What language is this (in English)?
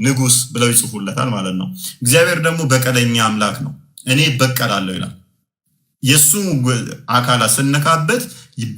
Amharic